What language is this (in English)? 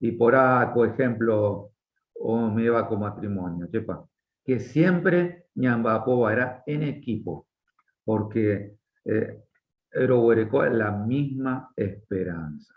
Guarani